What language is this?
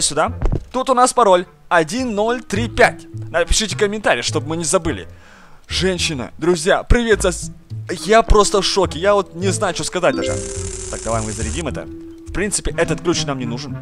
Russian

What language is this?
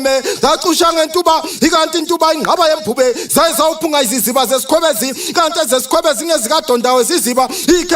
Zulu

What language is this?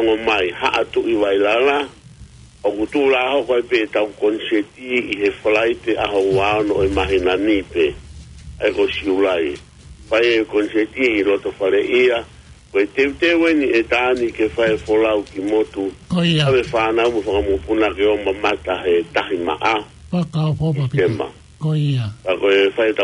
Tongan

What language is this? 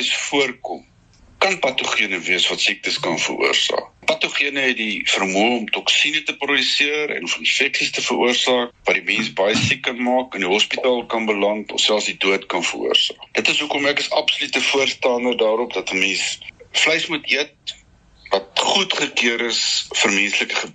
Afrikaans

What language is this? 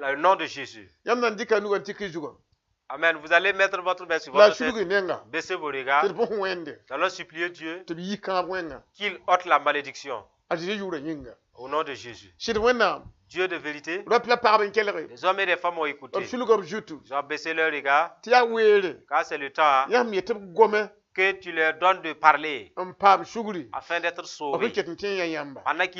Mossi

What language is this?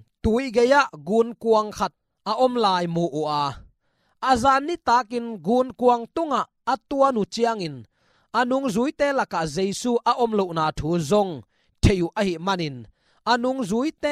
Tedim Chin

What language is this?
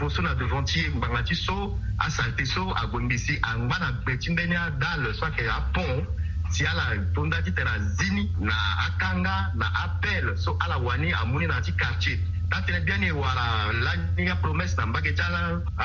Sango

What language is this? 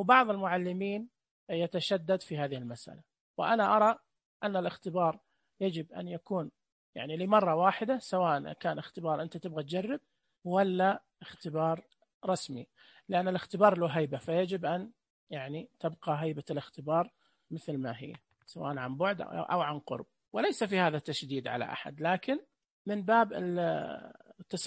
Najdi Arabic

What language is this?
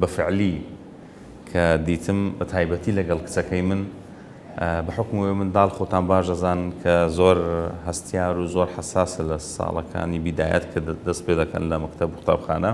Central Kurdish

